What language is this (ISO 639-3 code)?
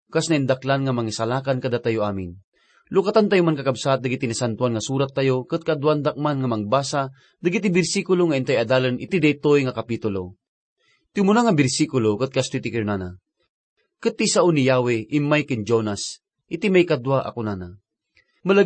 ilo